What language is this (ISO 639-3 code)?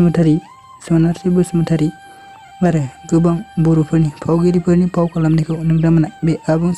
brx